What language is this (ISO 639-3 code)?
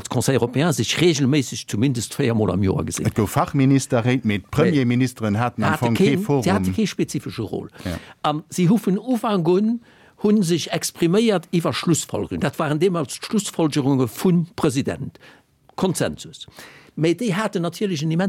ltz